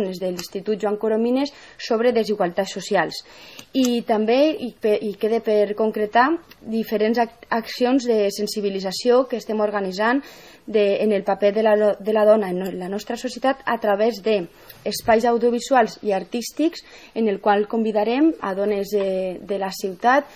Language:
Catalan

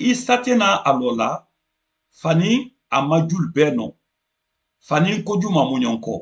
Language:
Mandingo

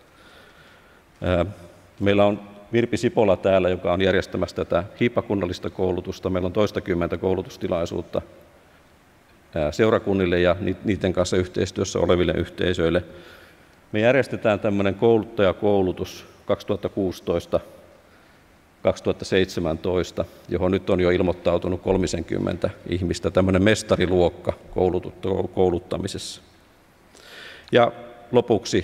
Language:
Finnish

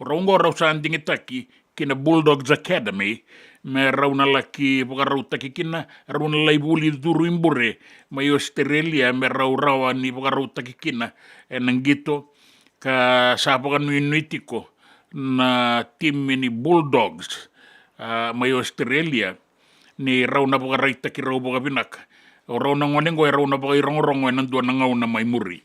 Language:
Fijian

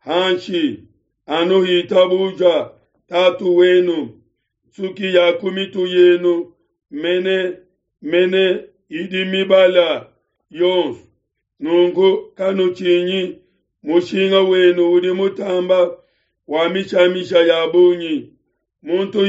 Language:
Luba-Lulua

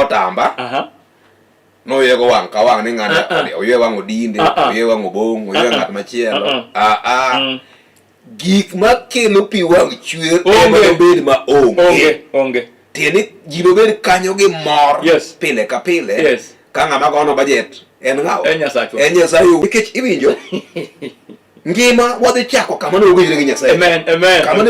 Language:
Luo (Kenya and Tanzania)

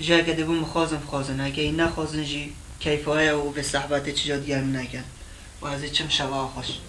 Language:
Kurdish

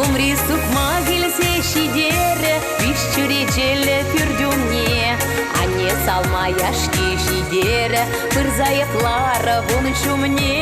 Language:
Chuvash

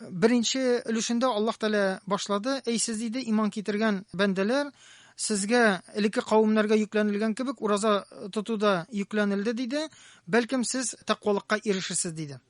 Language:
Tatar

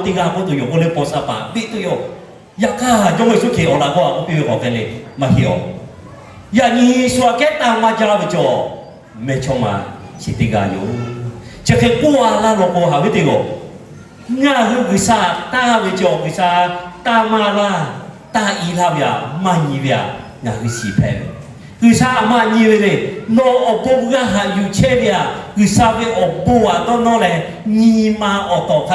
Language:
Lahu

